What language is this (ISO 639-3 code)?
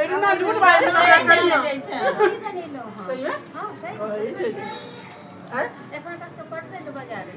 mai